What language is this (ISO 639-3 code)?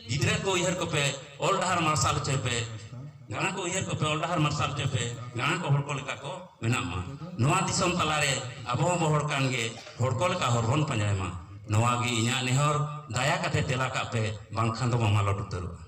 sat